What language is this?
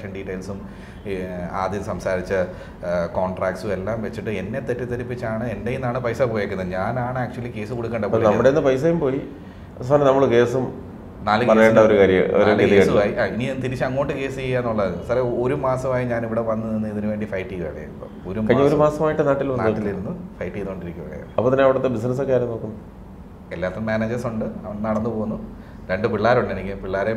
Malayalam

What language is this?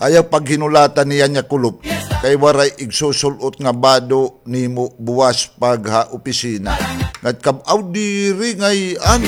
Waray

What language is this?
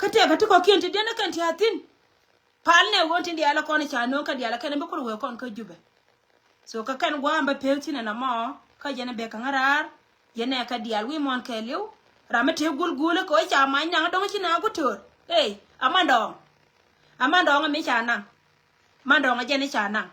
Nuer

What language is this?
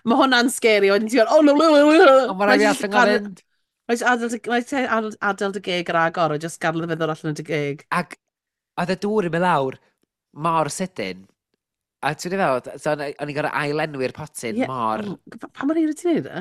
Welsh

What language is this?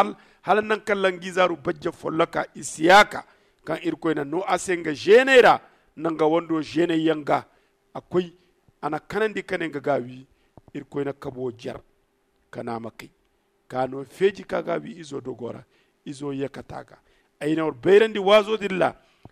Zarma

